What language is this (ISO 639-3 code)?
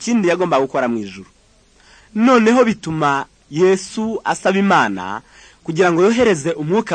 kin